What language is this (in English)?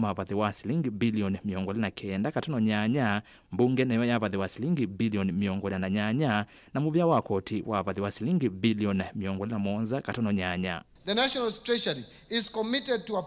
Kamba